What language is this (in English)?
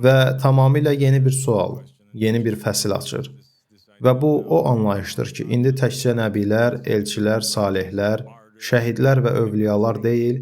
Azerbaijani